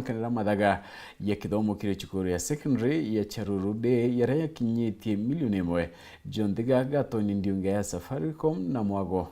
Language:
Meru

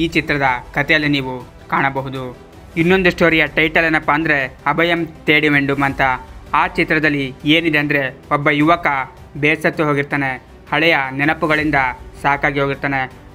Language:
Kannada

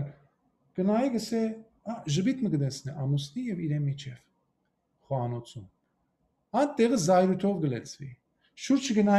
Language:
Western Armenian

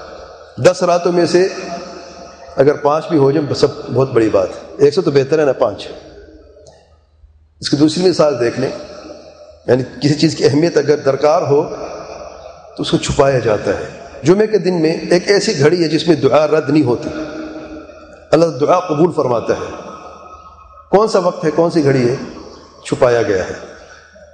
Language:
Urdu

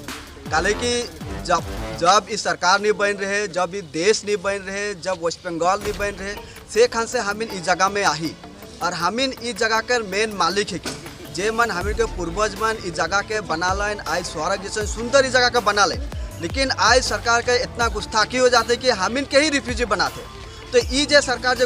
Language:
Sadri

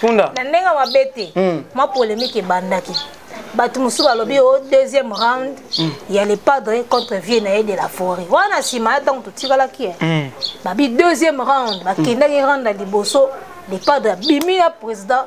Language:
Lingala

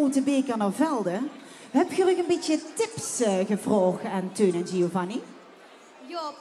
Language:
Limburgish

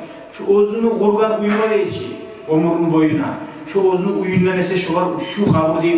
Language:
Kumyk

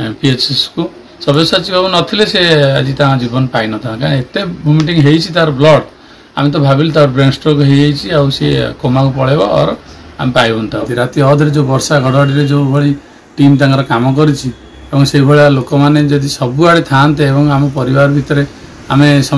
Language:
Odia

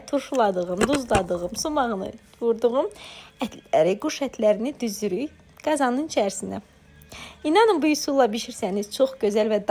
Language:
Azerbaijani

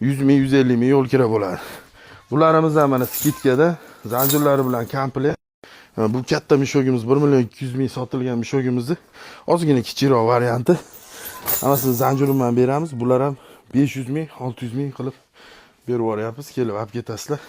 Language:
Uzbek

